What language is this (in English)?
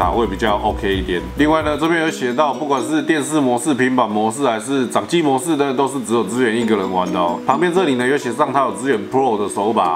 Chinese